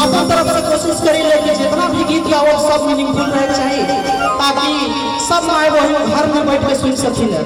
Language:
Sadri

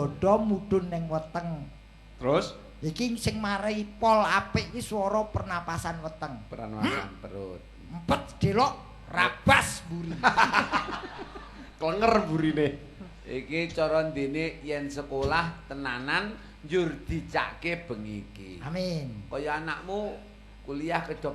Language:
Javanese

